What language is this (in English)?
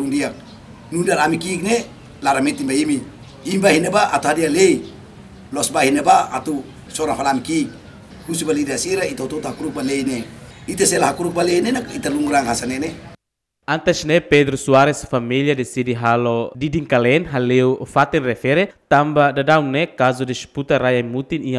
Tetum